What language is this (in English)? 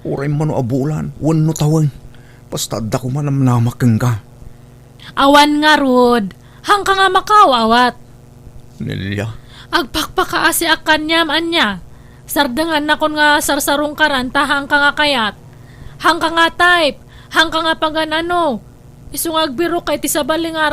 Iloko